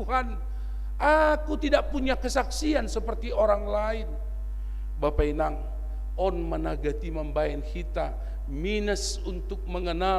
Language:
Batak Simalungun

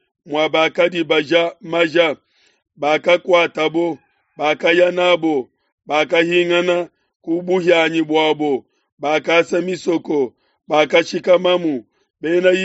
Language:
Luba-Lulua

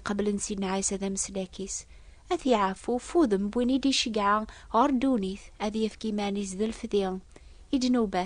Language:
Kabyle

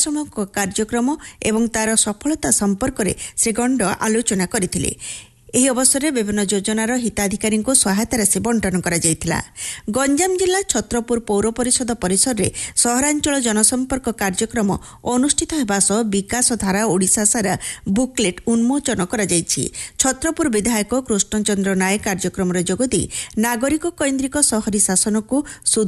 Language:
Odia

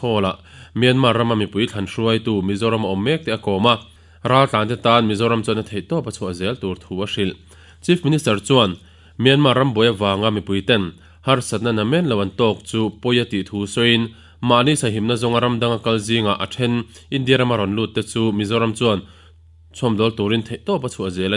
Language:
Mizo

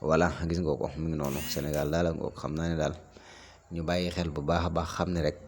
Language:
Wolof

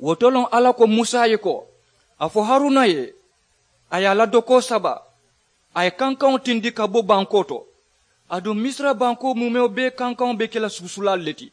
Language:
Mandingo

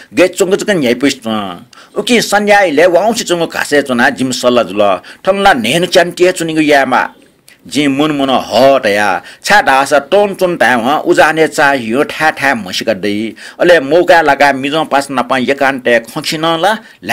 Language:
Newari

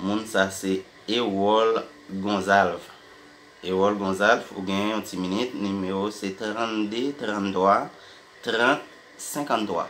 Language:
Haitian Creole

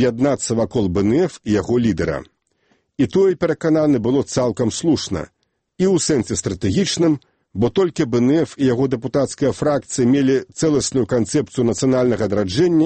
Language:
Belarusian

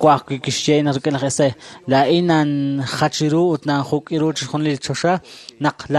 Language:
Kekchí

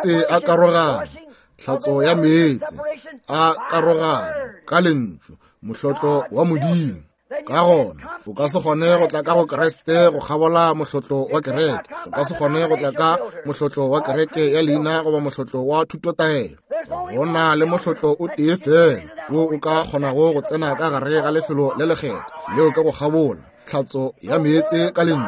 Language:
Northern Sotho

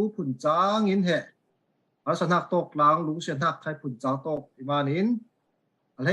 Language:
Falam Chin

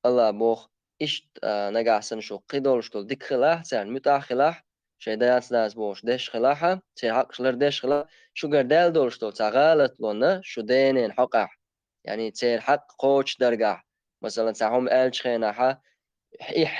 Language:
Chechen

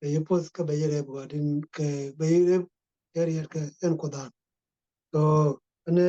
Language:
Nuer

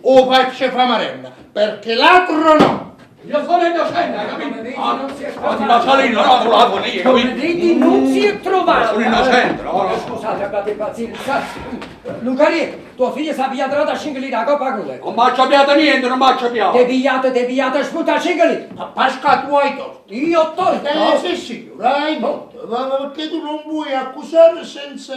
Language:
Neapolitan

